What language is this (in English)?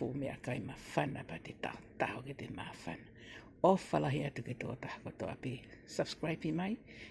Tongan